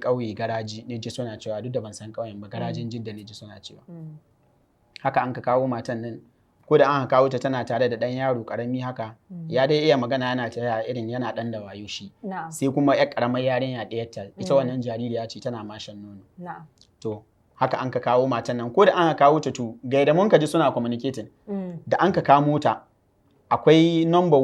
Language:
Hausa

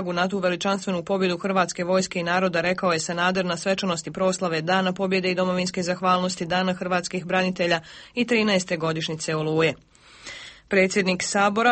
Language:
Croatian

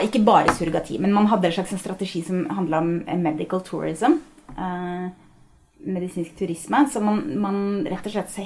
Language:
Norwegian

